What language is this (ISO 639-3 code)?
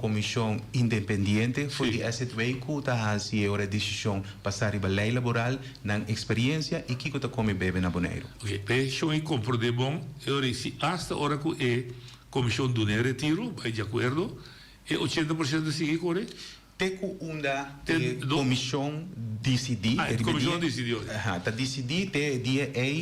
pap